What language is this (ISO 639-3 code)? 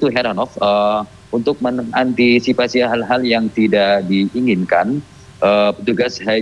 ind